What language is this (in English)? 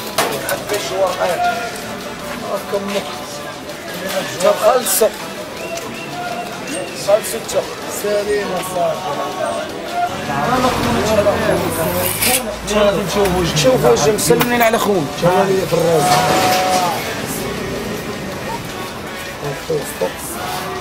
Moroccan Arabic